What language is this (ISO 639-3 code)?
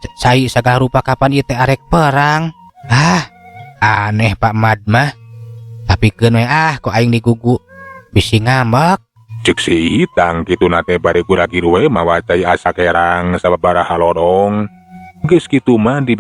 sun